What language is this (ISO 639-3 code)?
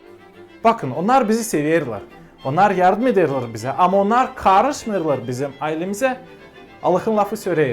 gag